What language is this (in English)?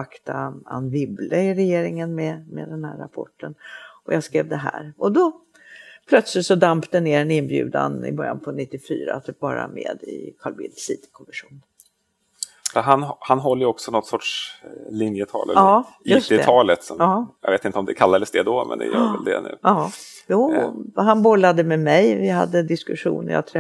Swedish